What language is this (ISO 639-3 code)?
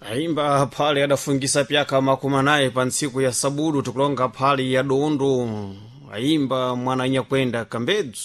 seh